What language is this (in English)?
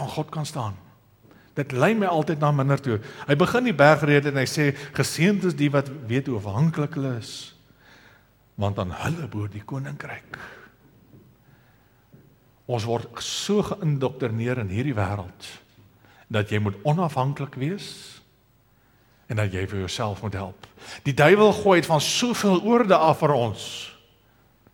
Afrikaans